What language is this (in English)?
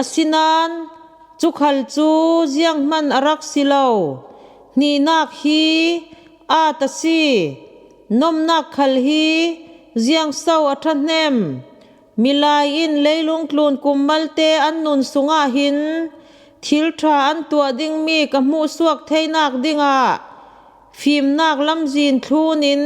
Falam Chin